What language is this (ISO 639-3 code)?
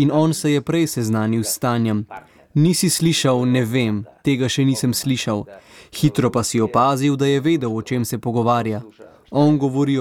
slv